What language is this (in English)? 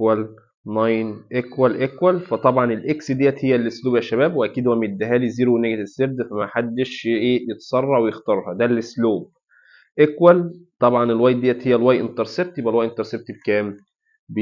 Egyptian Arabic